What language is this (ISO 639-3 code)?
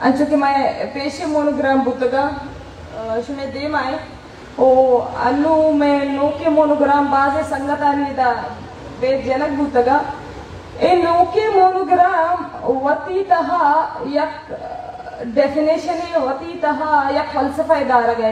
bal